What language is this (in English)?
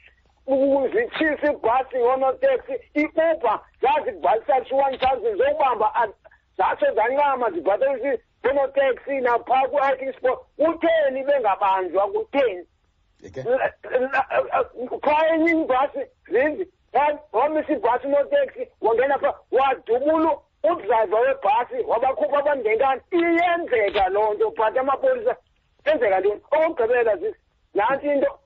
Xhosa